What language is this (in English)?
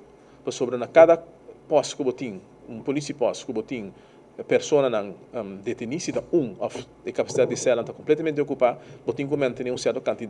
Papiamento